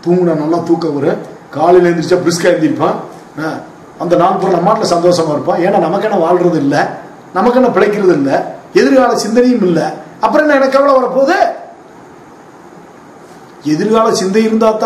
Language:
Tamil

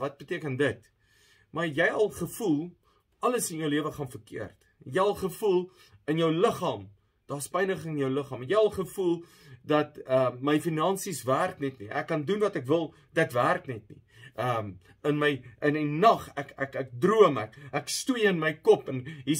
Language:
Afrikaans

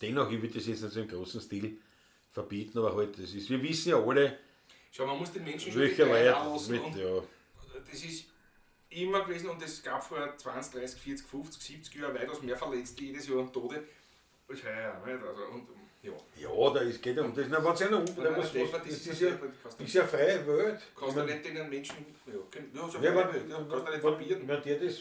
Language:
Bavarian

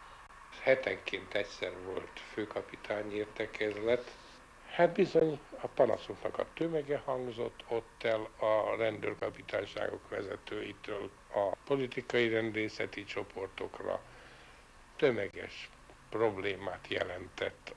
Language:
Hungarian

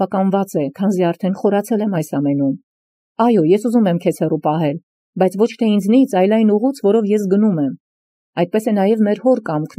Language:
Armenian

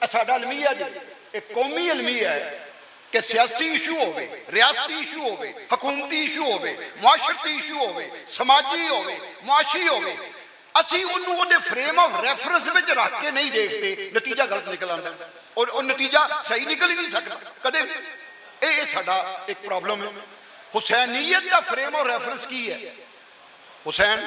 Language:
Western Panjabi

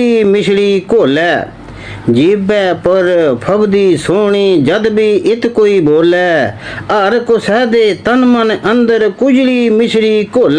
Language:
Dogri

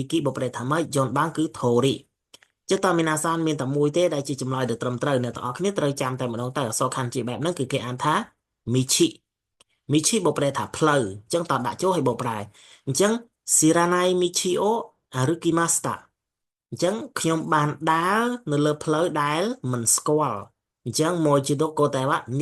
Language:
Khmer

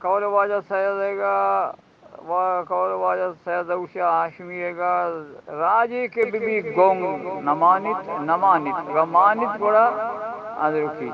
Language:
Eastern Balochi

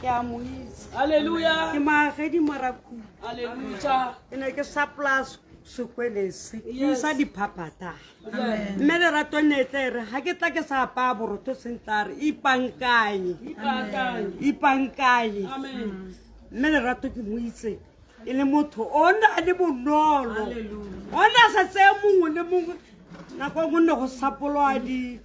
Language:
Tswana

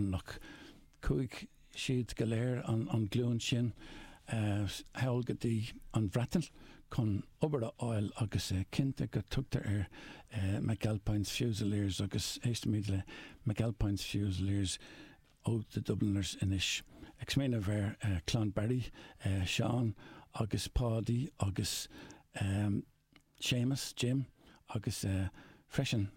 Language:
Irish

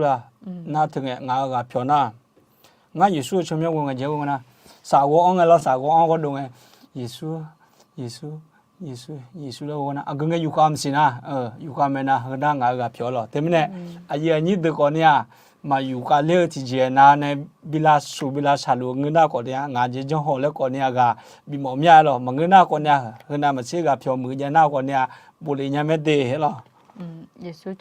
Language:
Akha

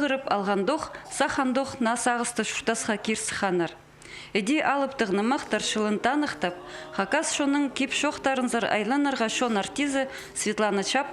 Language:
Khakas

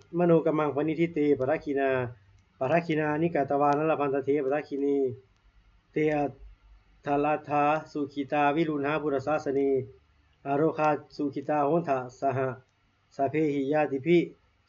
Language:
Pali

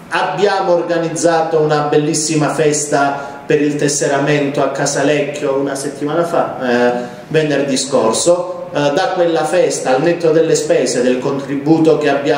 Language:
Italian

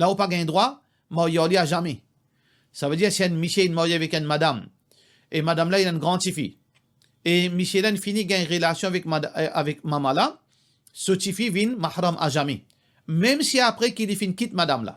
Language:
Morisyen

